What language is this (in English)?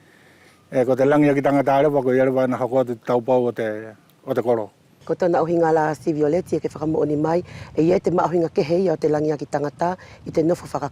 Wallisian